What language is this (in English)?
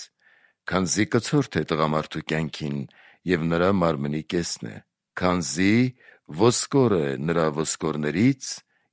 Armenian